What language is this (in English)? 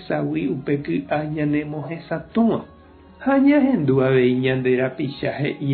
Guarani